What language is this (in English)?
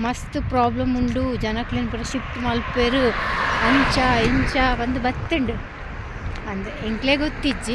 Tulu